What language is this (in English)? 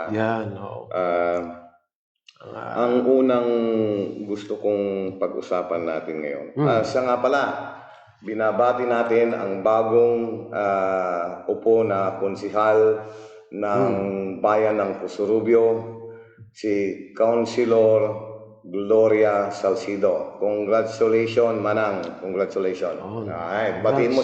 Pangasinan